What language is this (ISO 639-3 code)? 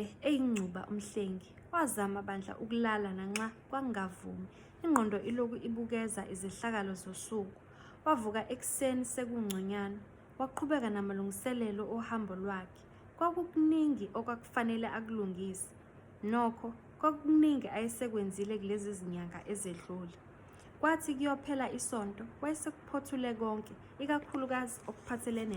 zul